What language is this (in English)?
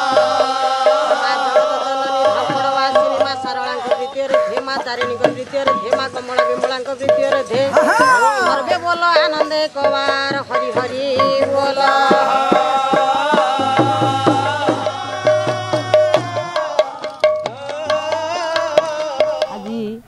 Odia